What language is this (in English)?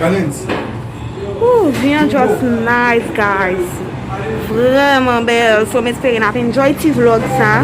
Haitian Creole